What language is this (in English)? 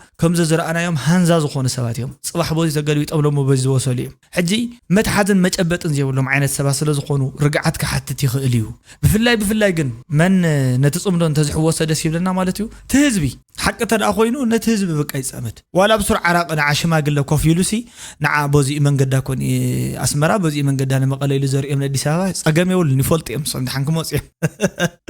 Tigrinya